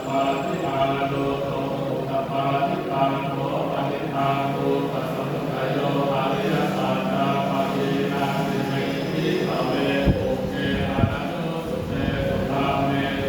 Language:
Pali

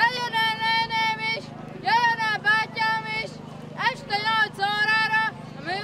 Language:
Hungarian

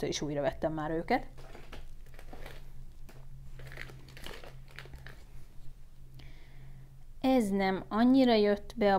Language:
Hungarian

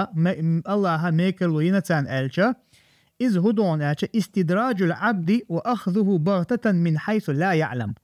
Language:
Chechen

